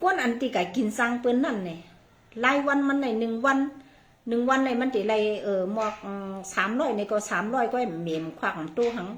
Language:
Shan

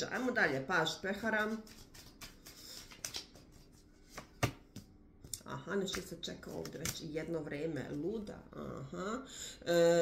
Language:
Croatian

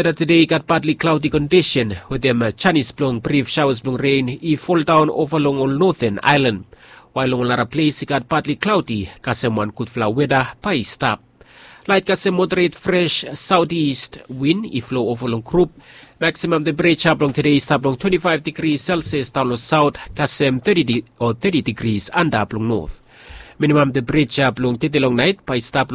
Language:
Bislama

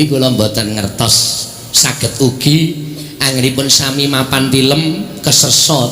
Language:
Javanese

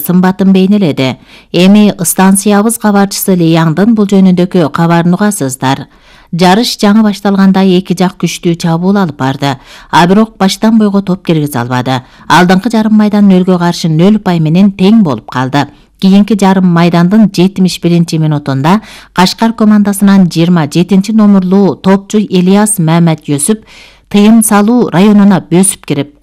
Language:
Kyrgyz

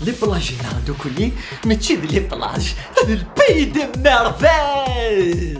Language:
Kabyle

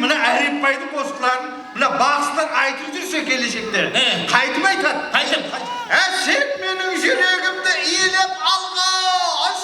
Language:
Kara-Kalpak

